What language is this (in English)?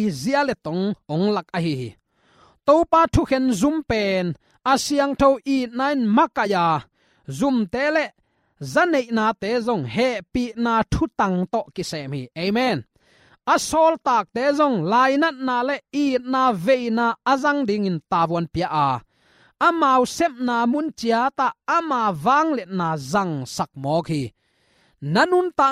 Tedim Chin